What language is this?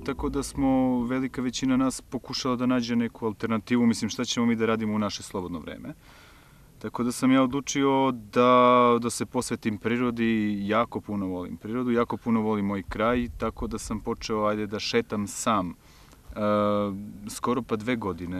Serbian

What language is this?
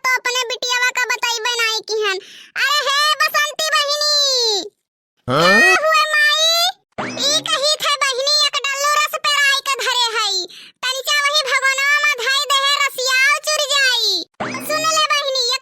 Awadhi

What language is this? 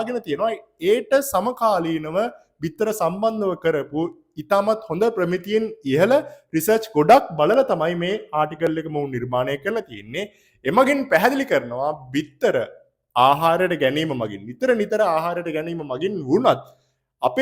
Sinhala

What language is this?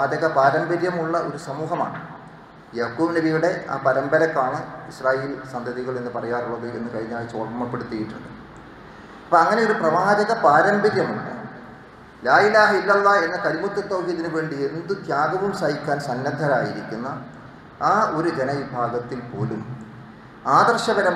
Malayalam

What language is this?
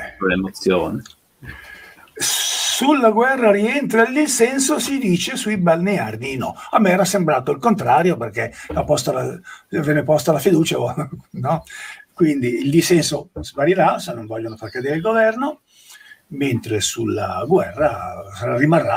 Italian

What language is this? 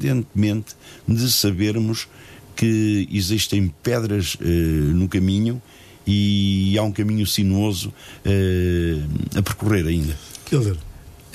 Portuguese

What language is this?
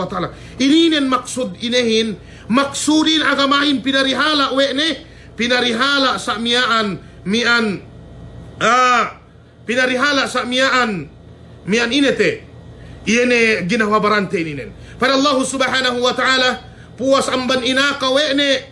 Yakan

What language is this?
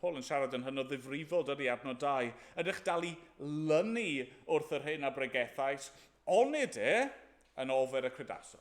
Welsh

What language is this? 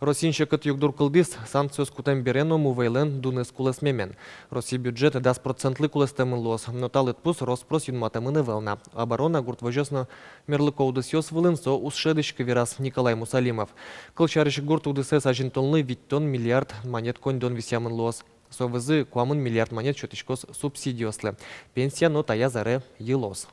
Udmurt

